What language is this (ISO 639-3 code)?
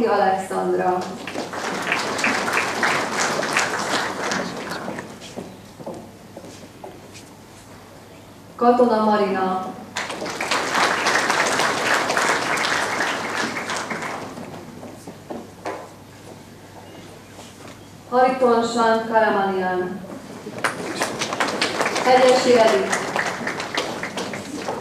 hun